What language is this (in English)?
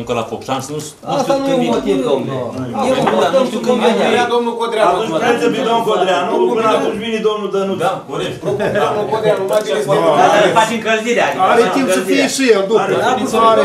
Romanian